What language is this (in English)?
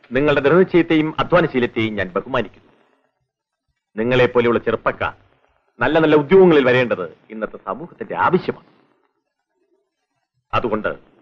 Malayalam